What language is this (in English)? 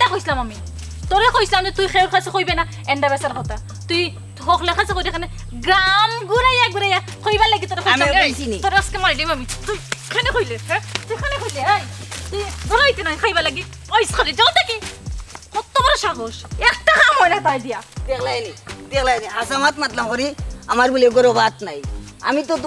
Sylheti